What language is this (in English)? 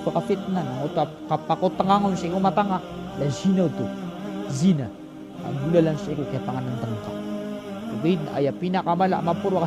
Maranao